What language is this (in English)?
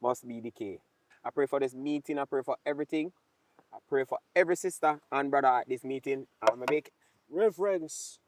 Jamaican Creole English